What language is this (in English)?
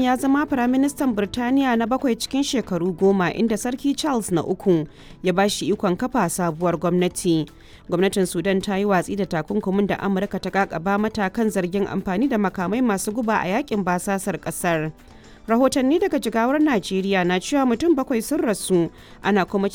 Hausa